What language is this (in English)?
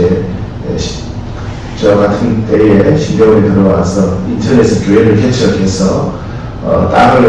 Korean